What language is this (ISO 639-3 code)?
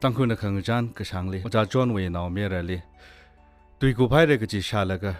nmf